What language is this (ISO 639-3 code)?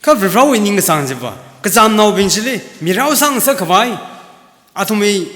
nmf